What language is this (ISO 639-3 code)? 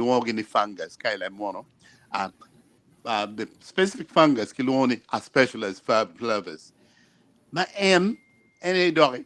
ach